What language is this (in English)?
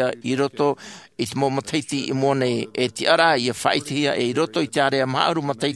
Tahitian